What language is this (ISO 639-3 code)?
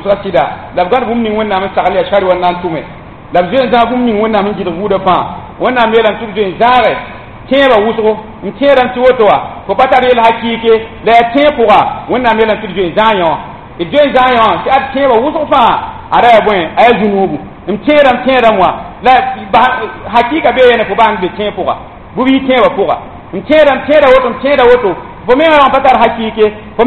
mos